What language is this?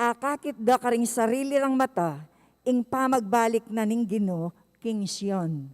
Pampanga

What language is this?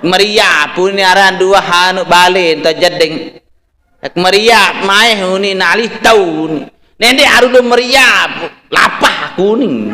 Sasak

